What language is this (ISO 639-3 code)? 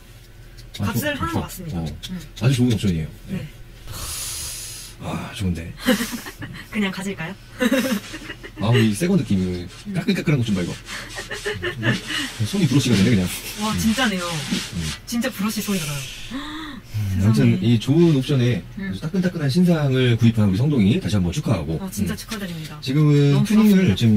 kor